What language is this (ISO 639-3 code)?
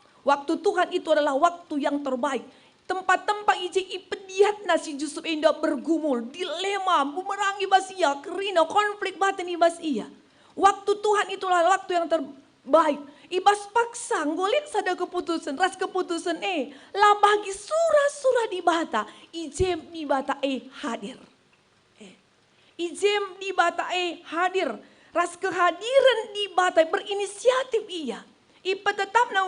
btx